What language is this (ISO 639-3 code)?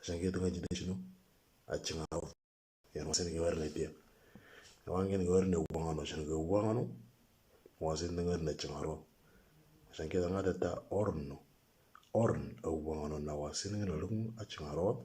mor